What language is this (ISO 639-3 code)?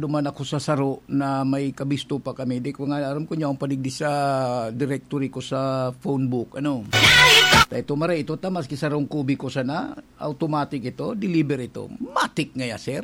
bik